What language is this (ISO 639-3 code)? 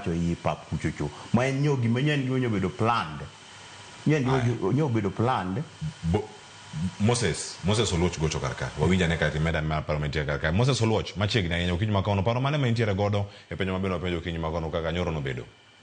luo